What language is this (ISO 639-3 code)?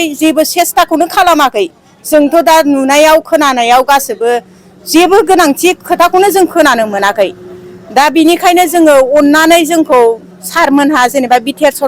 brx